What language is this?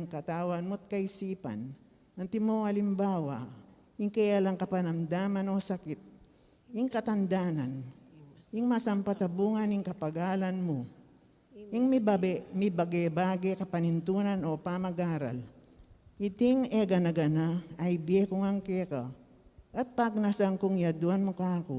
Pampanga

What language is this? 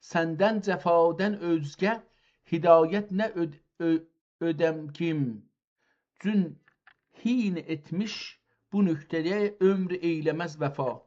South Azerbaijani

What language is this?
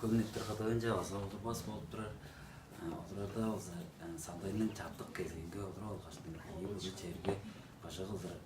Tuvinian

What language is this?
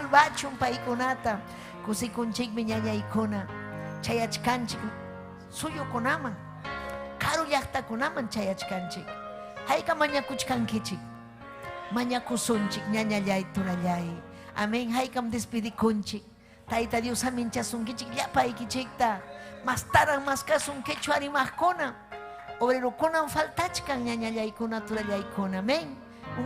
Ayacucho Quechua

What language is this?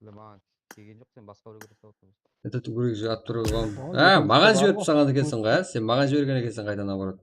Kara-Kalpak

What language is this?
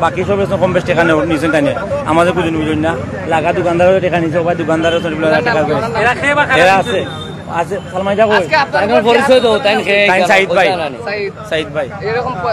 Sylheti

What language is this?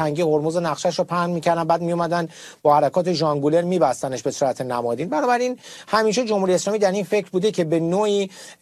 Persian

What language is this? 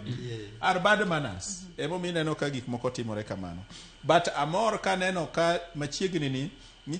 Luo (Kenya and Tanzania)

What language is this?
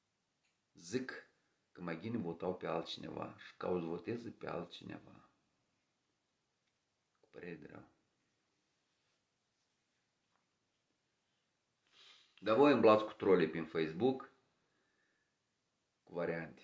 Romanian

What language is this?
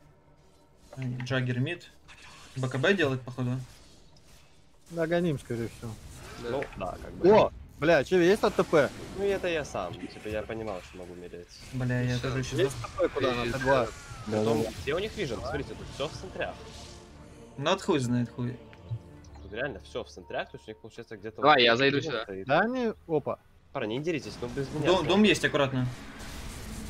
Russian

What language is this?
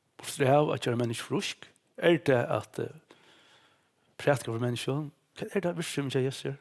Faroese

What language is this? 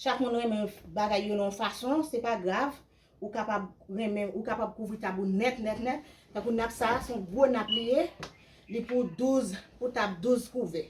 Haitian Creole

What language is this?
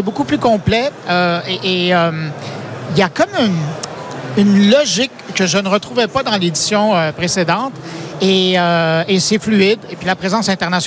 French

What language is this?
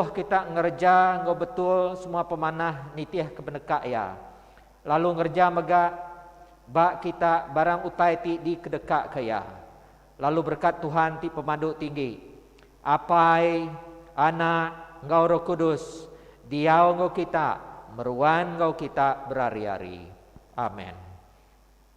Iban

